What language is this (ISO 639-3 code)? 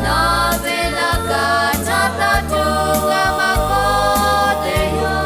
lhu